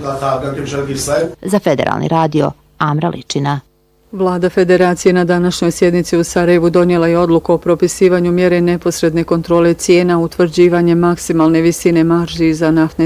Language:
Bosnian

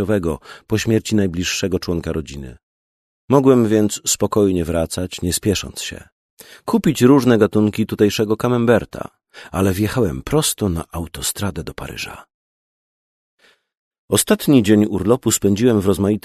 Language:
Polish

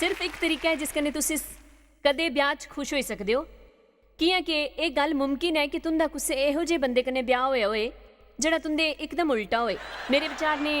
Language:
Dogri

